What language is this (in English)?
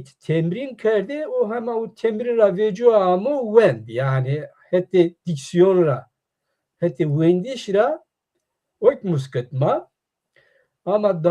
Zaza